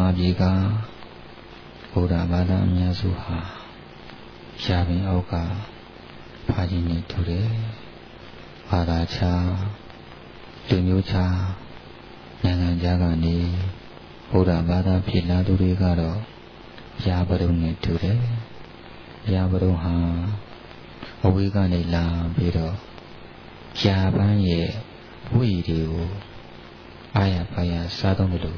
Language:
Burmese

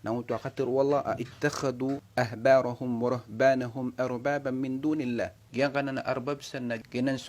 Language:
Maranao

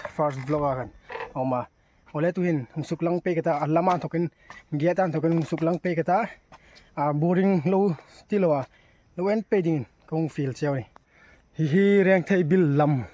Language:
Hmar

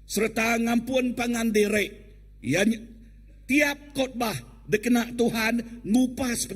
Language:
Iban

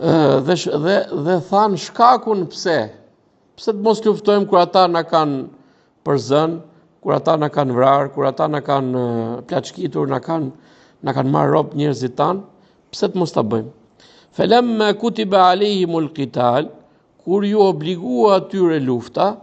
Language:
Albanian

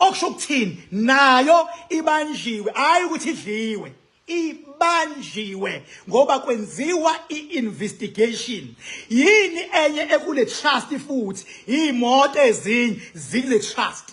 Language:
Zulu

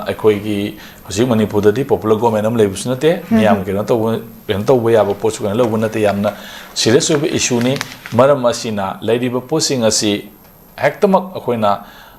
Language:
Manipuri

